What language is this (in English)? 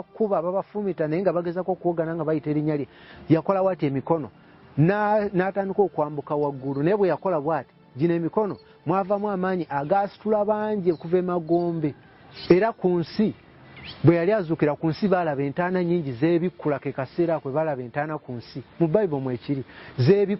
Ganda